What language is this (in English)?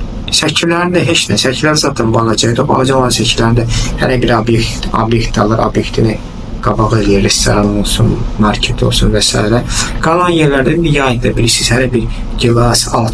Azerbaijani